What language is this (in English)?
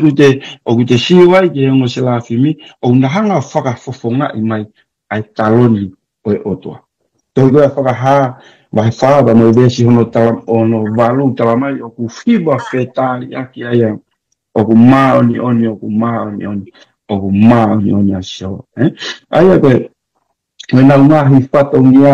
Tongan